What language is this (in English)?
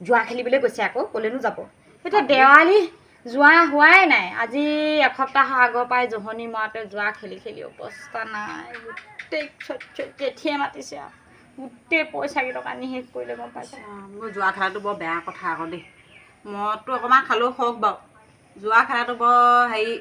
Assamese